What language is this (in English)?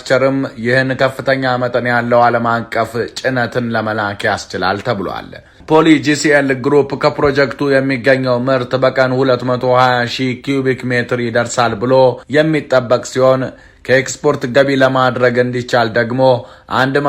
Amharic